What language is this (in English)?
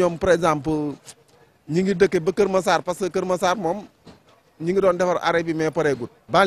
Wolof